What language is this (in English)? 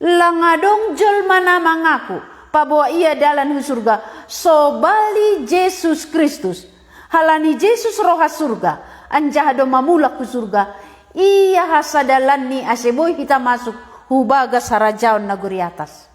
Batak Simalungun